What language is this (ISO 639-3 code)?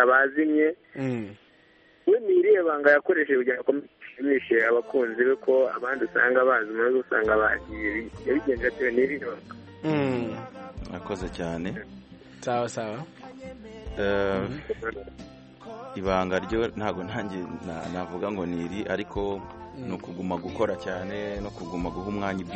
kin